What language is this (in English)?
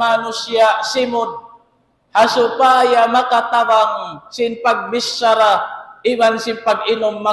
Tausug